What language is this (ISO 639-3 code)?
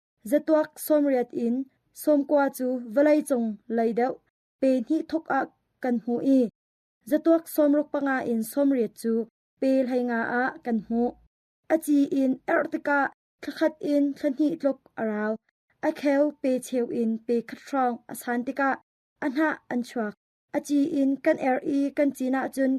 cnh